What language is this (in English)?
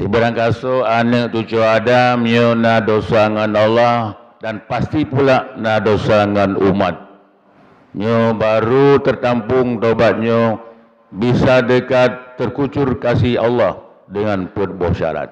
Achinese